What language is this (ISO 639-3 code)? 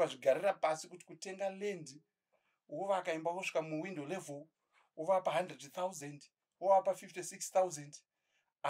sna